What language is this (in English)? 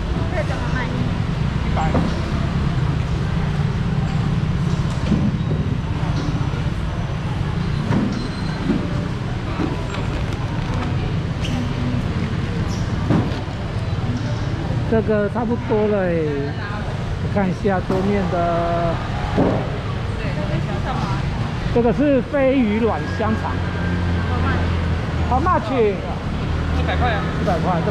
Chinese